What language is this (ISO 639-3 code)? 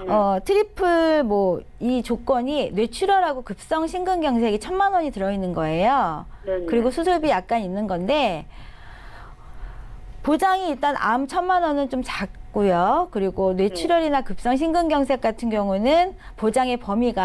kor